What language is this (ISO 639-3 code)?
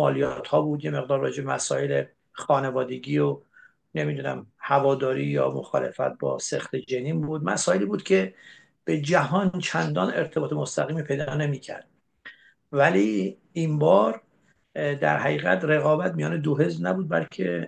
fas